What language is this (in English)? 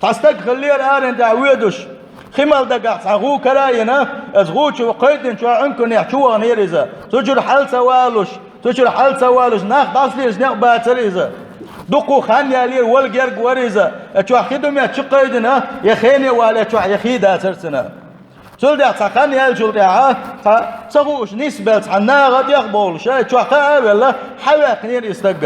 Chechen